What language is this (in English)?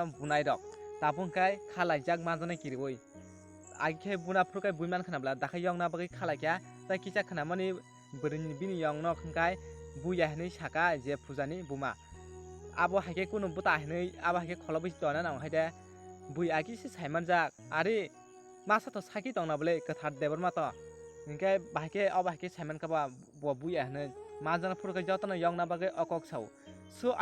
Kok Borok